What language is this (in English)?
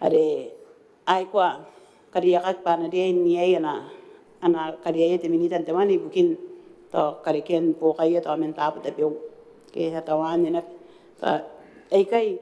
Gilbertese